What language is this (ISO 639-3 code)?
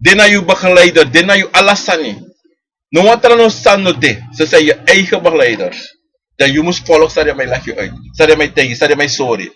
srn